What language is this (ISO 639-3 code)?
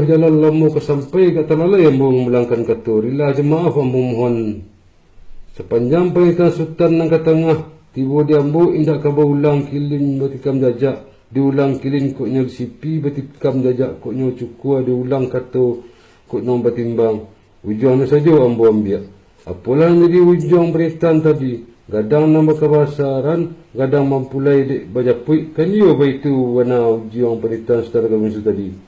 min